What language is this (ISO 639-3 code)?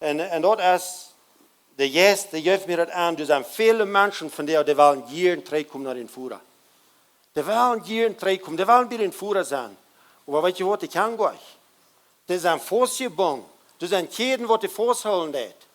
pdt